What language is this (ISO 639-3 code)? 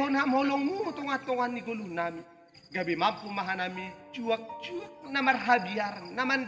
bts